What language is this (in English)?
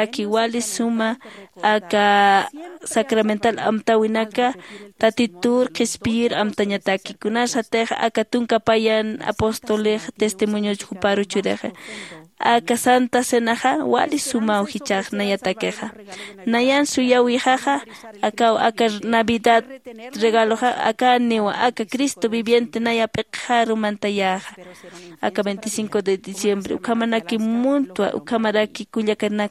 Aymara